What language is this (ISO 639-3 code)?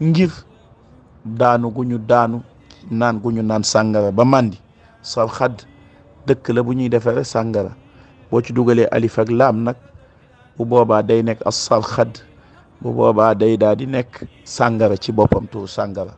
wol